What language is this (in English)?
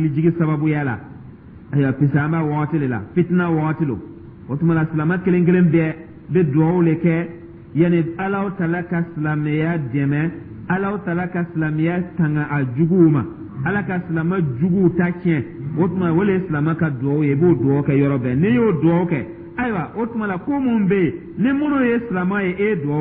Dyula